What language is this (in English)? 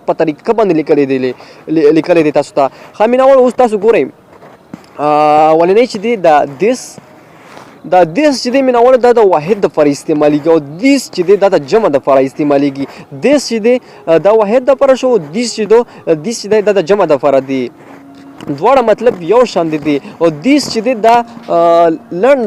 Pashto